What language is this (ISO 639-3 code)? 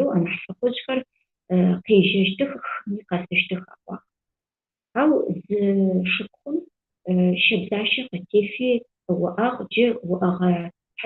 ady